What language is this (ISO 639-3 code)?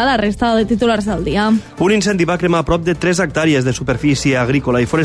cat